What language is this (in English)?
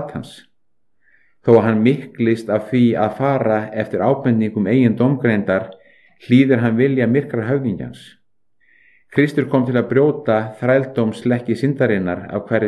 Icelandic